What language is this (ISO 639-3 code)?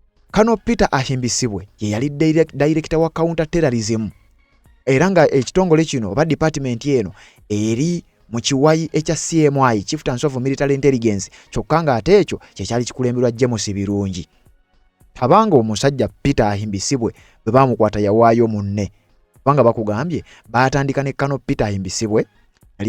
lug